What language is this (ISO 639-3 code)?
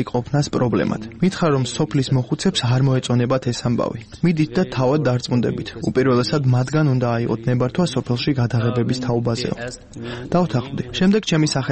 kat